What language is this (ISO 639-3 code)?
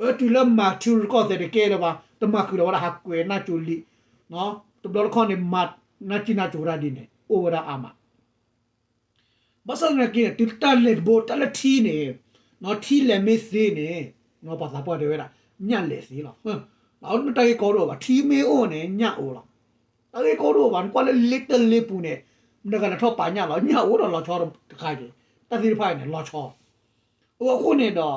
ksw